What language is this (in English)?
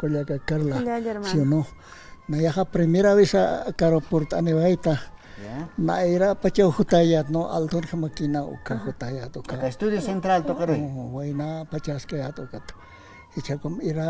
Aymara